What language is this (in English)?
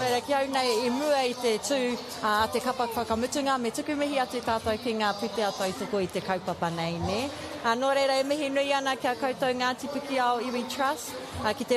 Māori